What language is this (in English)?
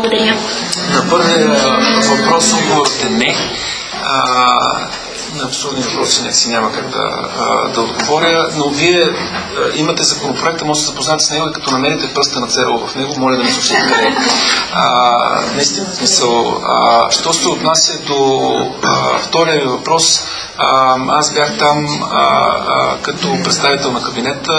Bulgarian